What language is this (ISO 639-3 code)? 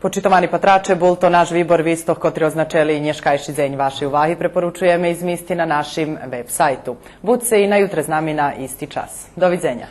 rue